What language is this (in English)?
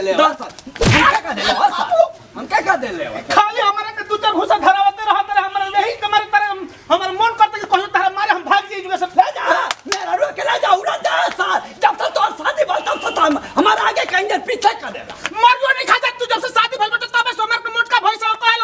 Bhojpuri